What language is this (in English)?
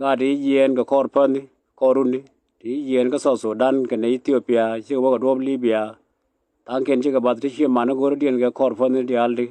Nuer